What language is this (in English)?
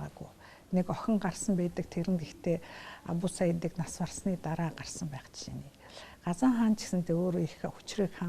Mongolian